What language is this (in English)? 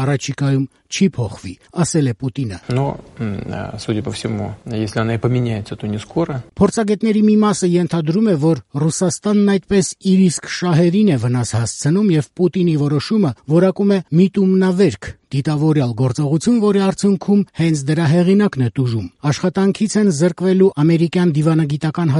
Armenian